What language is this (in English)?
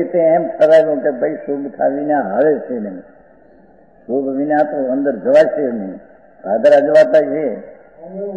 Gujarati